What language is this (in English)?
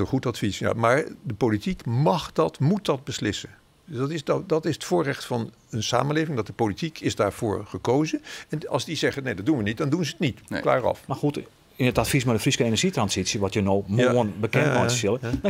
Western Frisian